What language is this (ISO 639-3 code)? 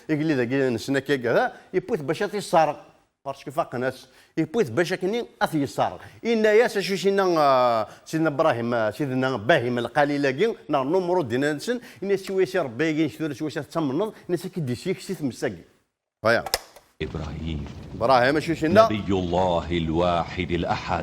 kab